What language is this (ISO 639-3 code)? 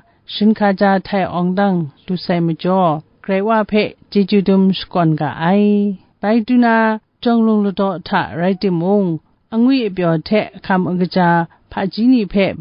kac